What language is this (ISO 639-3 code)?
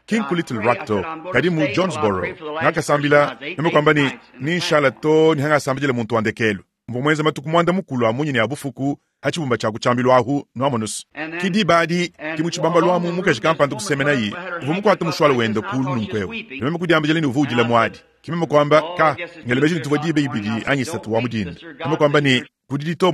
lua